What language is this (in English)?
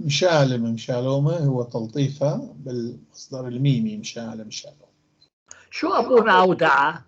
North Levantine Arabic